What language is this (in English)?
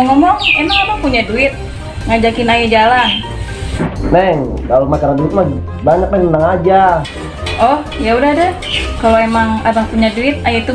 Betawi